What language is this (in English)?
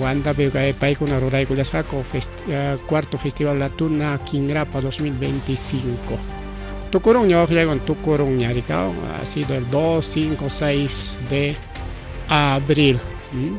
Ayacucho Quechua